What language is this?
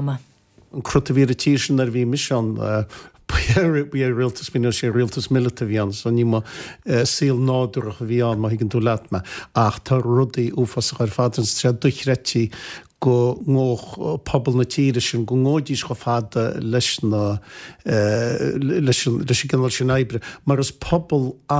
Irish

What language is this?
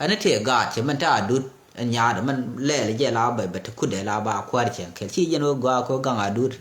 Nuer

